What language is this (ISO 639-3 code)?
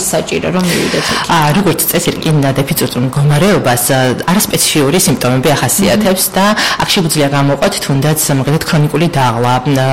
kat